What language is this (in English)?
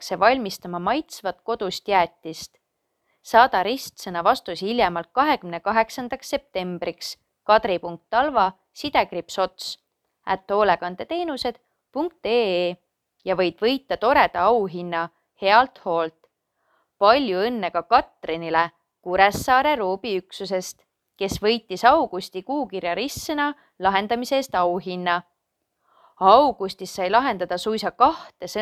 Estonian